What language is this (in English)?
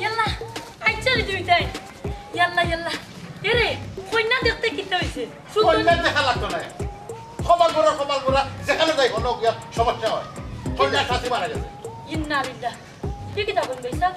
Sylheti